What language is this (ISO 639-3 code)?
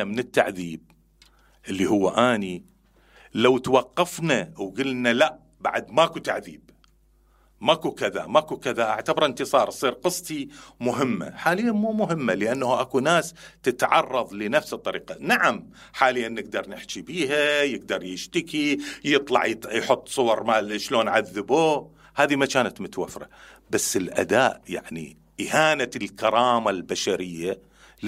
acm